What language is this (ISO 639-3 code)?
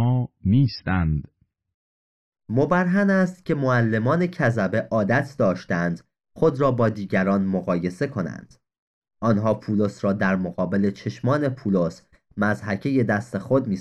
fas